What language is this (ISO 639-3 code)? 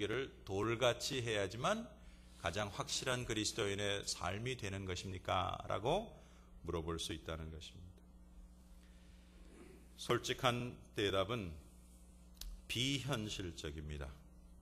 kor